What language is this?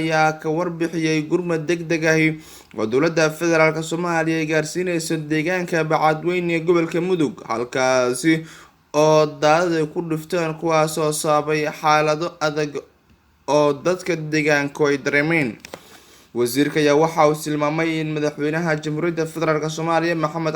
Somali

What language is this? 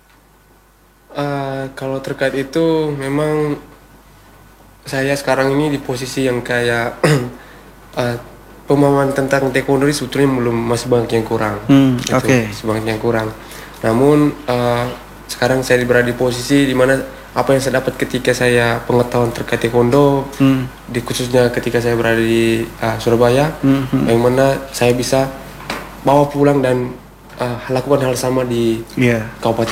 Indonesian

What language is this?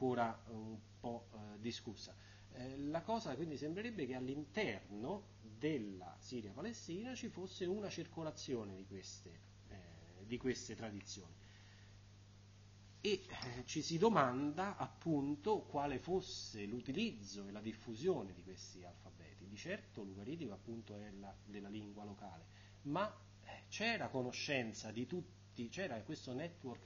Italian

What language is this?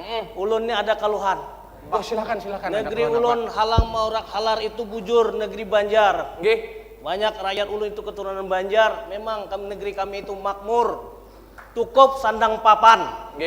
Banjar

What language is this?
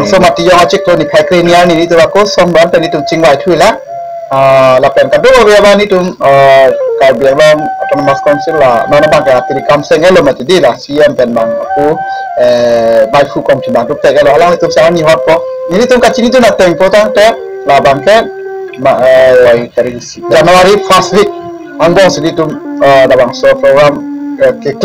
Karbi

